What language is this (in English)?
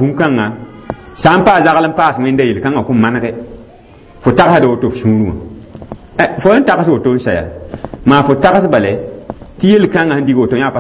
Mossi